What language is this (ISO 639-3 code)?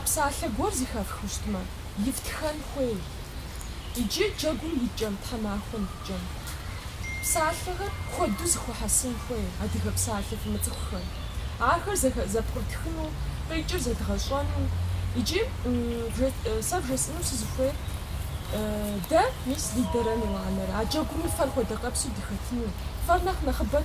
kbd